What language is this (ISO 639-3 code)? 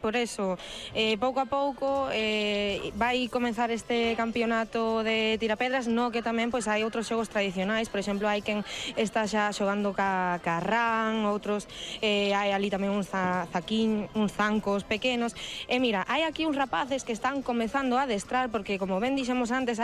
glg